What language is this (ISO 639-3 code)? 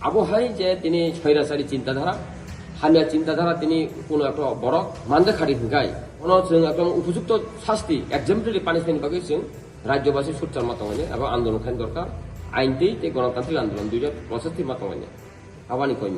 trp